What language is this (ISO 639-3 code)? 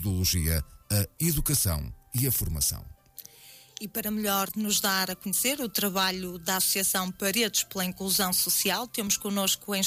por